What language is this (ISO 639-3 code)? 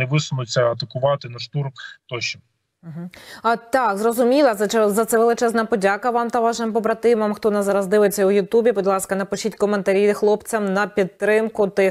ukr